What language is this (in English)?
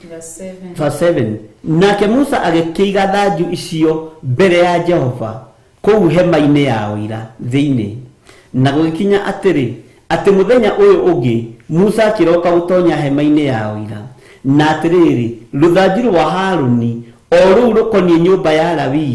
Kikuyu